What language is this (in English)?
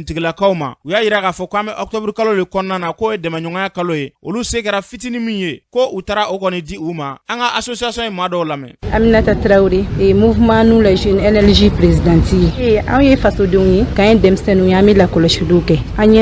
Bambara